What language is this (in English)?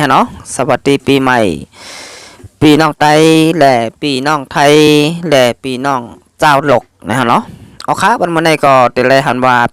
Shan